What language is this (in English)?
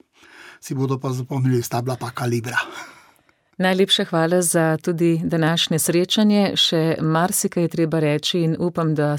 Slovenian